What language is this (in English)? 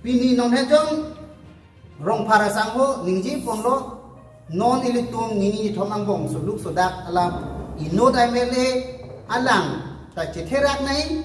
Karbi